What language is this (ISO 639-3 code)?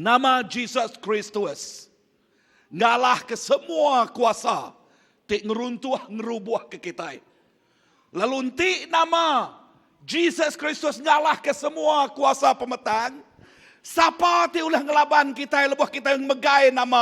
iba